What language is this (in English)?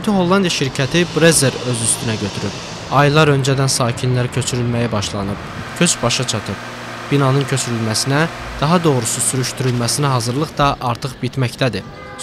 Azerbaijani